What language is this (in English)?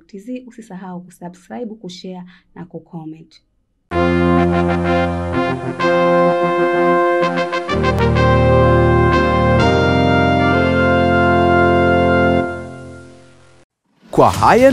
Swahili